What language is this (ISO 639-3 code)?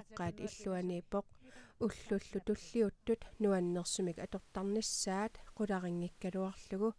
kal